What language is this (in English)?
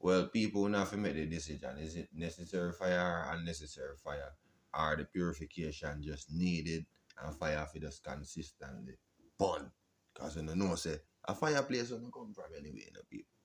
Jamaican Creole English